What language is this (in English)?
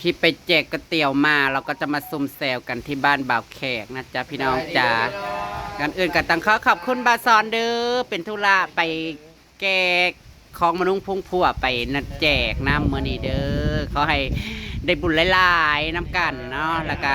Northeastern Thai